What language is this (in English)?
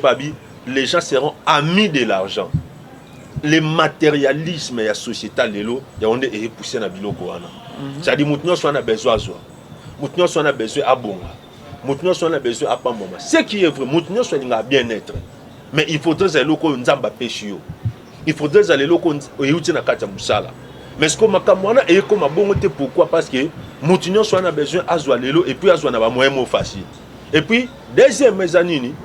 Lingala